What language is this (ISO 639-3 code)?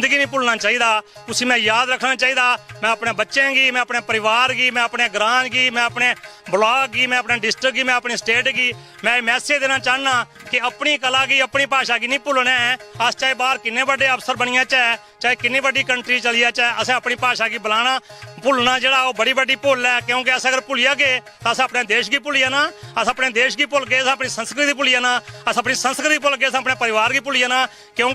doi